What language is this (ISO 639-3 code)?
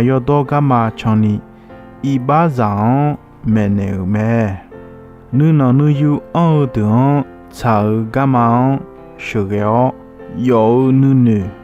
ahk